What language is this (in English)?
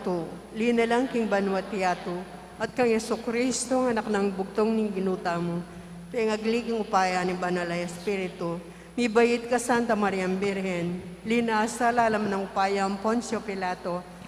Pampanga